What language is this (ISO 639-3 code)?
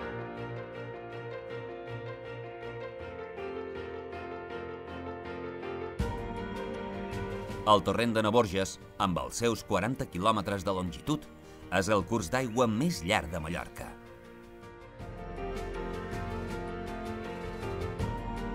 cat